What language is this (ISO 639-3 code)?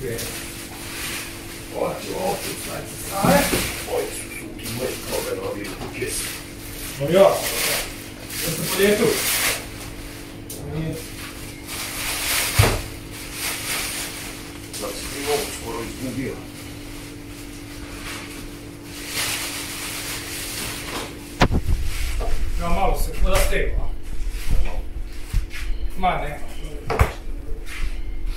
hrv